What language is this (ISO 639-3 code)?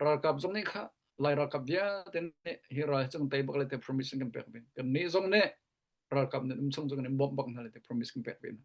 cnh